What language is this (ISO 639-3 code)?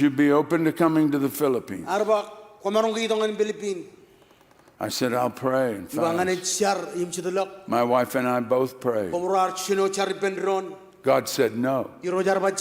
mah